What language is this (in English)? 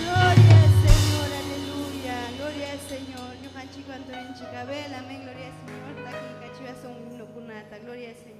Ayacucho Quechua